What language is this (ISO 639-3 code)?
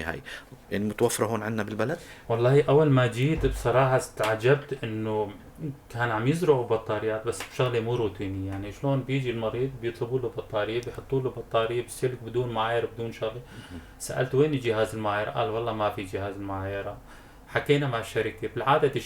apc